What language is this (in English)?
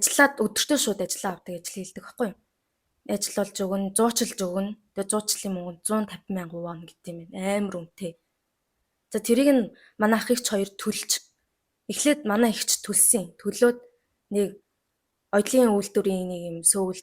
Mongolian